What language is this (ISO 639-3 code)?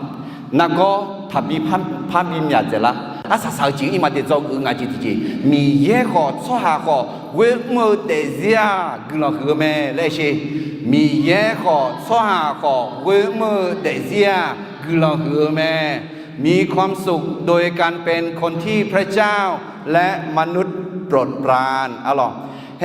ahk